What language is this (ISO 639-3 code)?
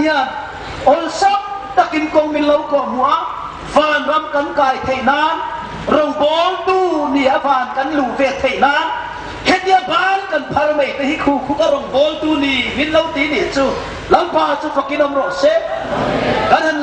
hmr